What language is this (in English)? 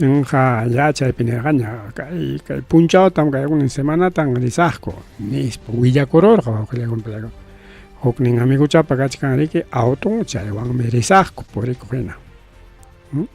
Ayacucho Quechua